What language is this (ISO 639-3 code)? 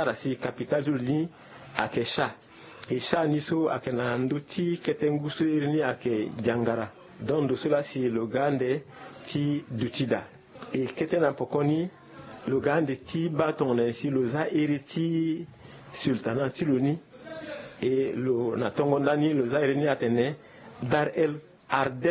sag